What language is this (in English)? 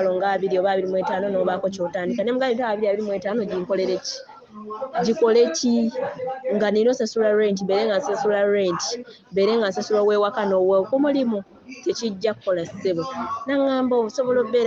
Ganda